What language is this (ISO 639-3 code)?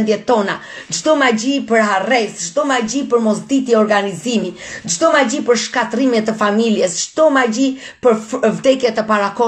sqi